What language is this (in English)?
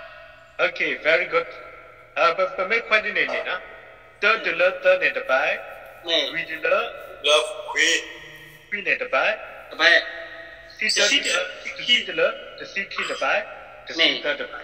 S'gaw Karen